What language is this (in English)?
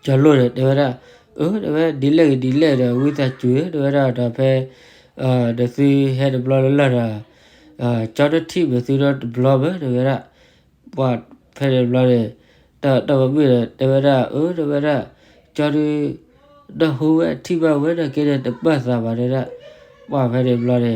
S'gaw Karen